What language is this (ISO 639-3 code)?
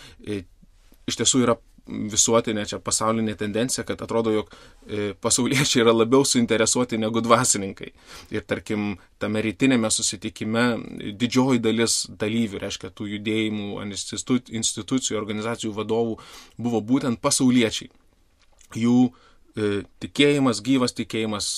lit